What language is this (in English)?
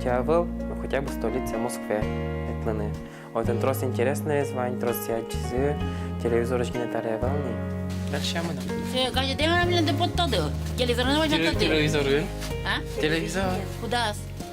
Udmurt